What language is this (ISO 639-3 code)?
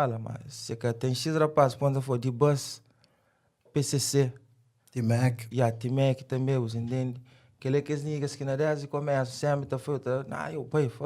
kea